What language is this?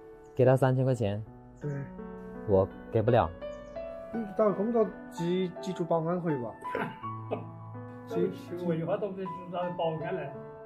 Chinese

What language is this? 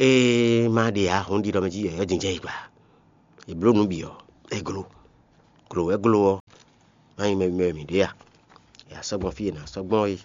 Fon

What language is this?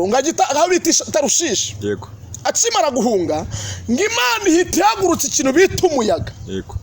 Kinyarwanda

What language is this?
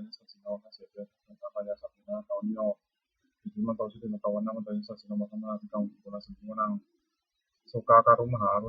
Pali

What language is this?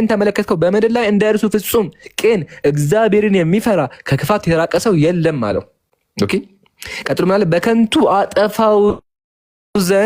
Amharic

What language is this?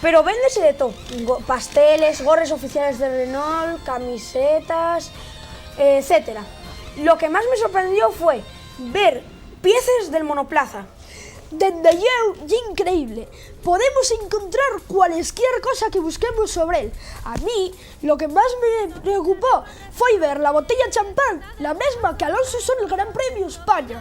Asturian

